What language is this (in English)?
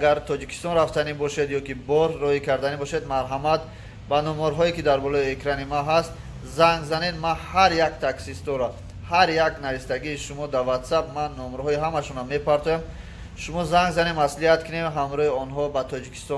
Tajik